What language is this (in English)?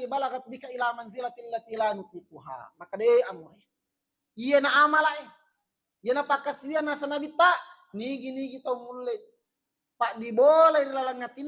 Buginese